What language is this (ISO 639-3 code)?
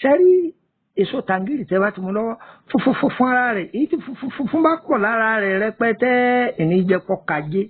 yor